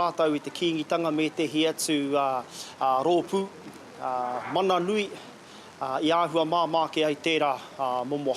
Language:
Māori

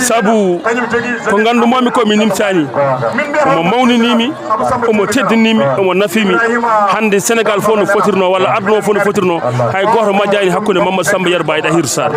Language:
Fula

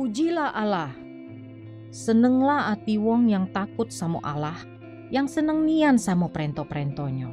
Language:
Musi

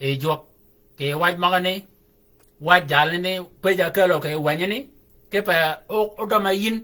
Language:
Shilluk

